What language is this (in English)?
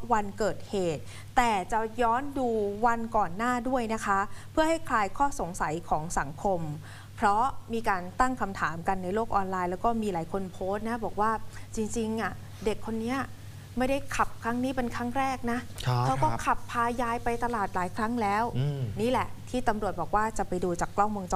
Thai